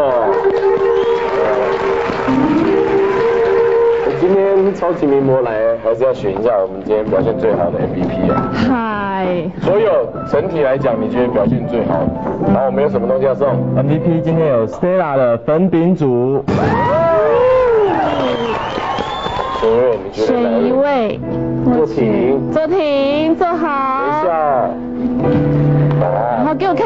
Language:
Chinese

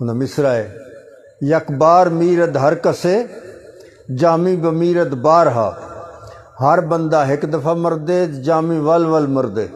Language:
Saraiki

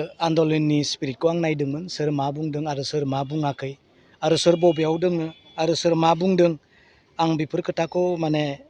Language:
Bodo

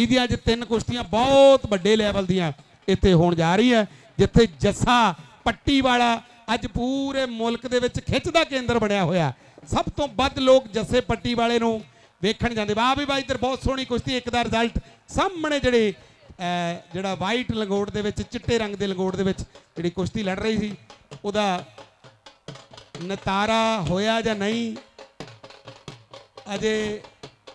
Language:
Punjabi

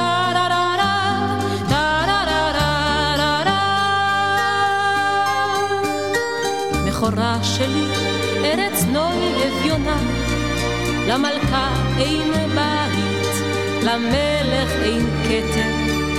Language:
Hebrew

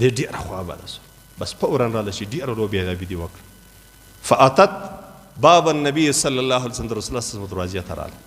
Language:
Pashto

